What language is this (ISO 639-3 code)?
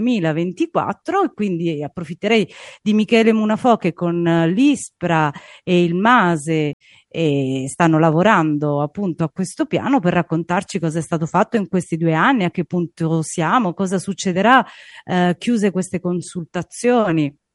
ita